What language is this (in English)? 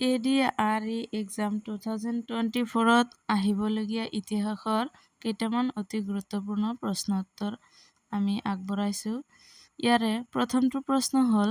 Assamese